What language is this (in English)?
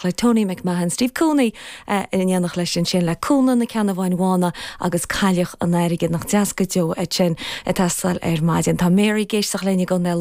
Irish